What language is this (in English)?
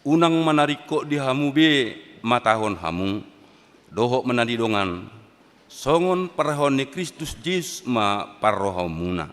Batak Toba